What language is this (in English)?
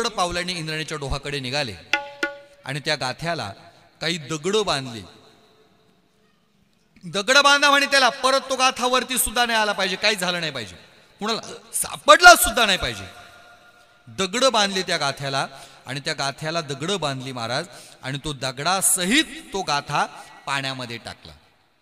Marathi